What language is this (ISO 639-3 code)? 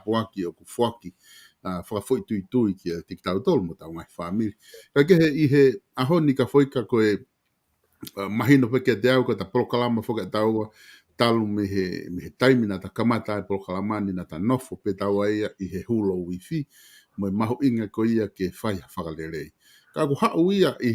ton